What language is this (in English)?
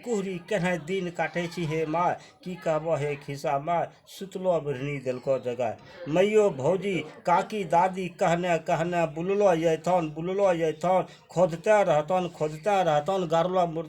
Angika